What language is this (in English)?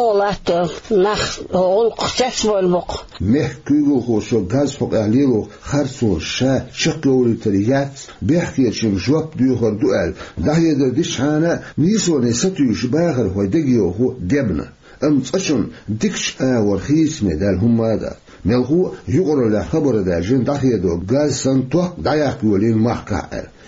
Chechen